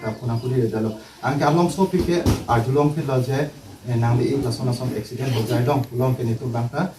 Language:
Karbi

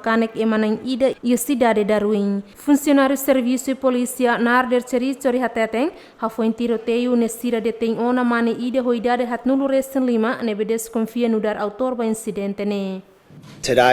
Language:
Tetum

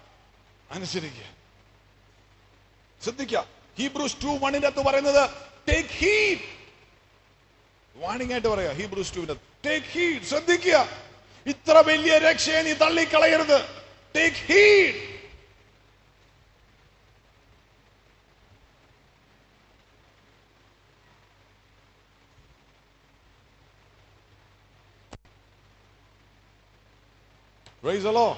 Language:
Malayalam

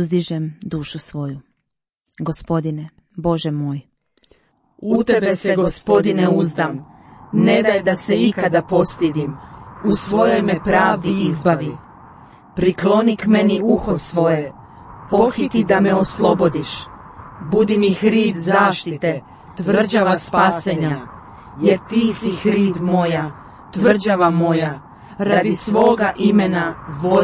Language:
Croatian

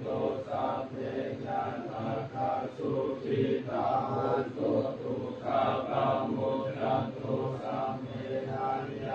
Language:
Pali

